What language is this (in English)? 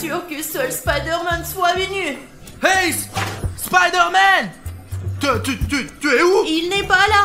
French